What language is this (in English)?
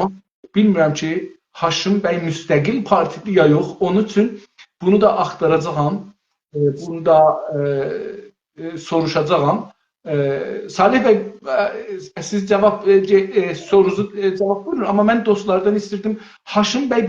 South Azerbaijani